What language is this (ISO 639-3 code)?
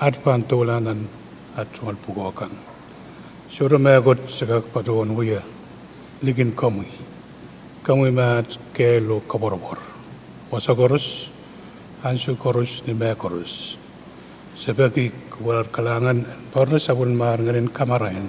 pon